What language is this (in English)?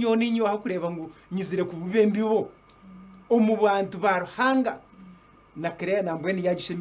Nyankole